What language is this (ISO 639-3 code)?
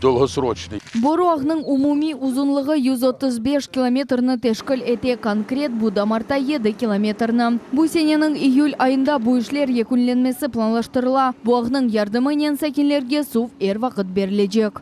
crh